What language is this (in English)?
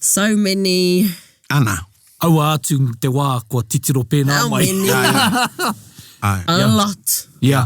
Māori